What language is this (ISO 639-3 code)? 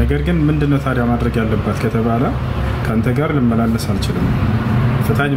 amh